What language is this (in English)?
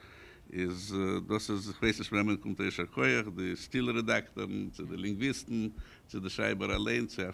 Yiddish